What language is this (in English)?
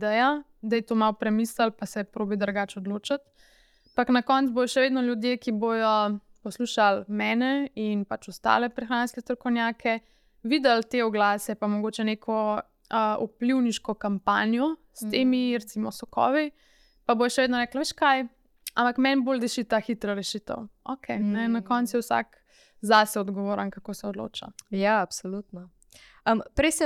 Slovenian